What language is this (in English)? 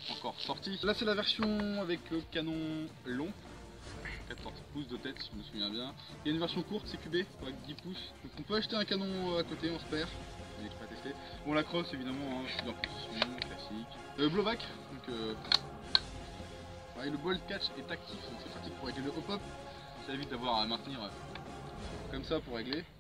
French